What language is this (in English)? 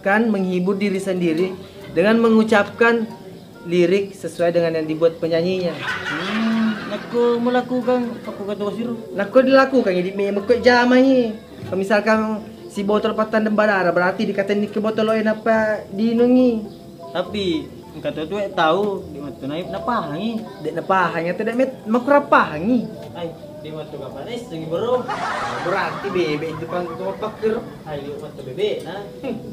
Buginese